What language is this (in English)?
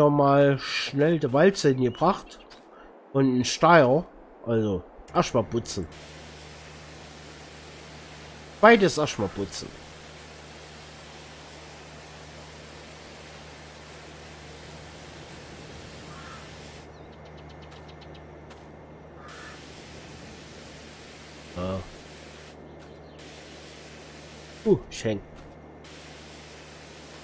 German